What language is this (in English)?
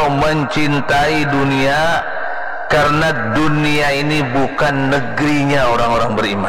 Banjar